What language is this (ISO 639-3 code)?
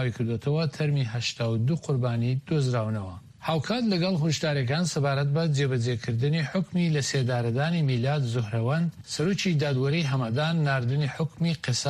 ckb